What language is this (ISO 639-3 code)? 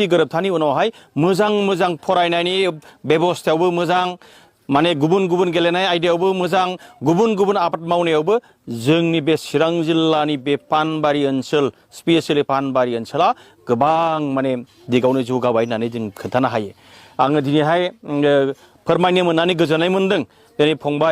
brx